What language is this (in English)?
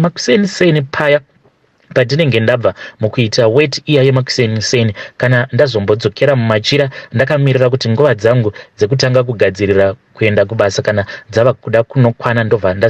Shona